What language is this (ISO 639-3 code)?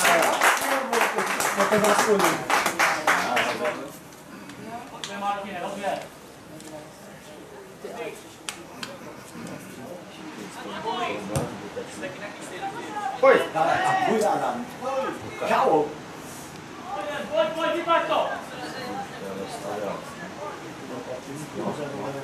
ces